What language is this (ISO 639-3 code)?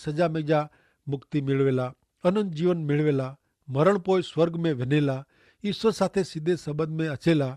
kfr